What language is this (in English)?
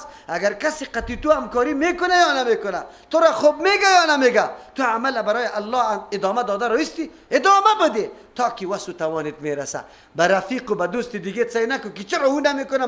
Persian